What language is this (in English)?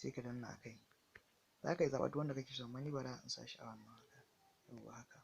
Hausa